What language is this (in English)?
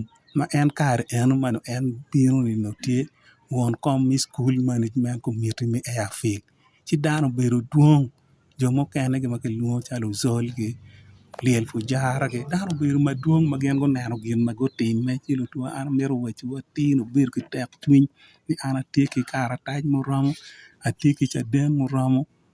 Acoli